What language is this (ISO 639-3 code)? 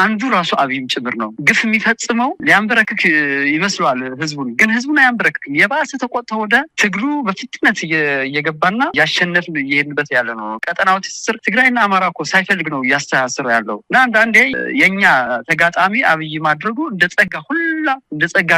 amh